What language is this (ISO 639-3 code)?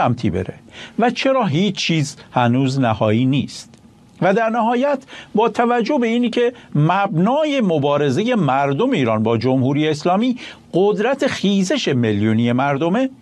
fas